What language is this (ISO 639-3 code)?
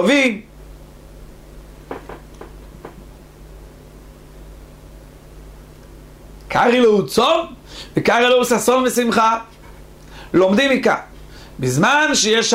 heb